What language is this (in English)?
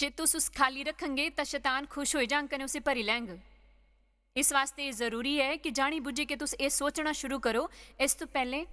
Dogri